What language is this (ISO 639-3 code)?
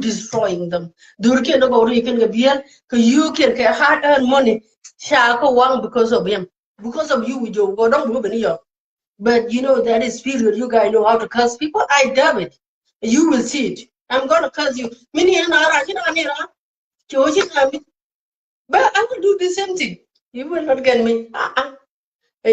nus